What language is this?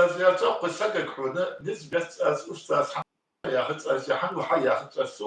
Ingush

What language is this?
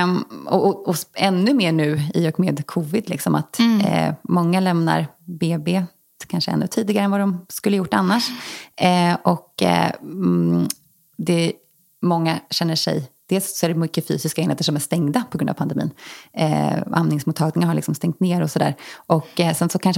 Swedish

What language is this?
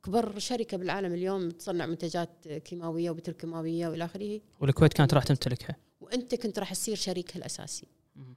Gulf Arabic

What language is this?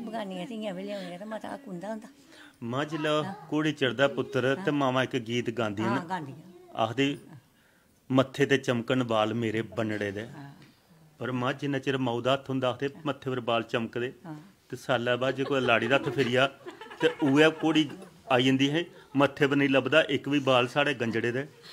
Dogri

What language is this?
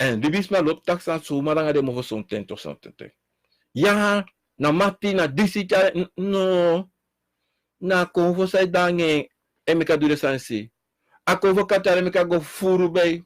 Sranan Tongo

